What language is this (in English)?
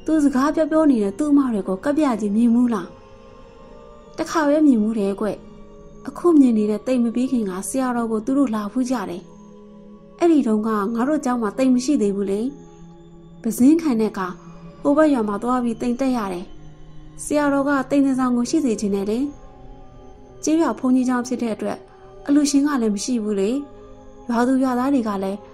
Burmese